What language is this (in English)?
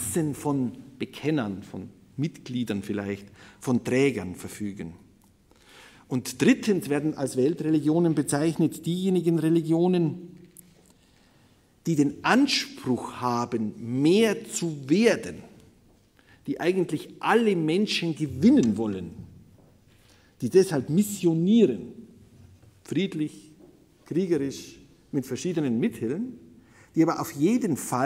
German